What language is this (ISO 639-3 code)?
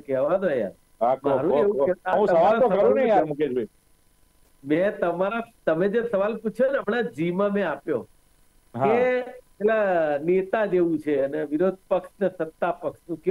guj